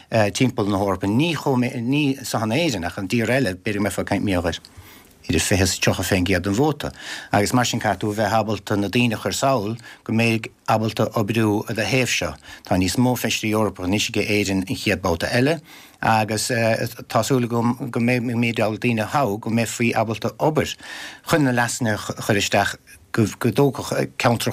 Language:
Irish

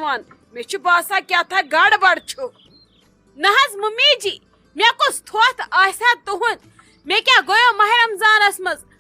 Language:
Kashmiri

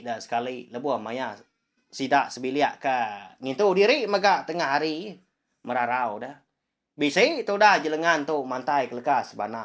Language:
Iban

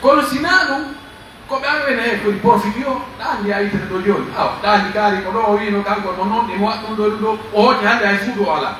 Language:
Pular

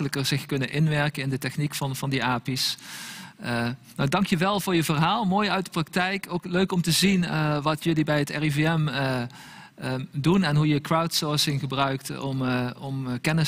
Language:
Dutch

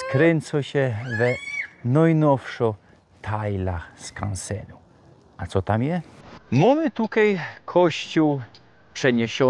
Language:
Silesian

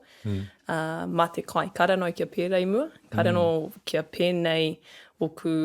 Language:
Māori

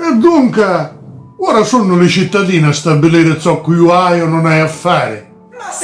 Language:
Sicilian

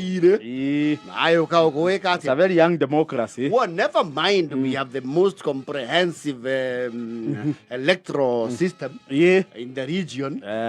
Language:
Kikuyu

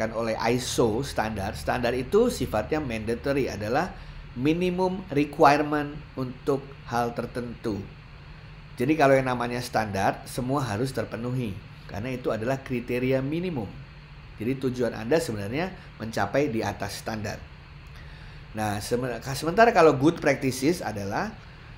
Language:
Indonesian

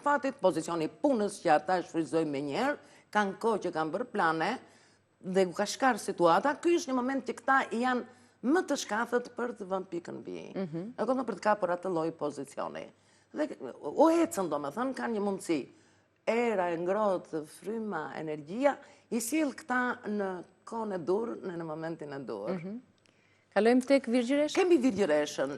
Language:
Albanian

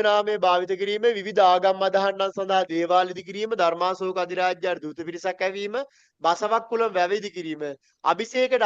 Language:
Sinhala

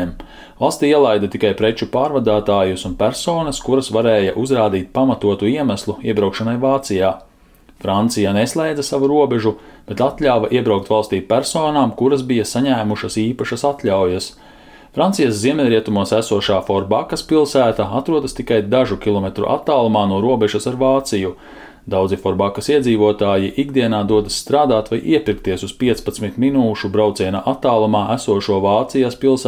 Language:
Latvian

